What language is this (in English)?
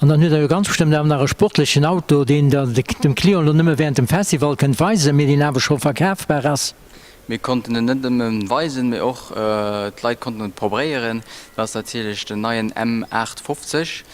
Luxembourgish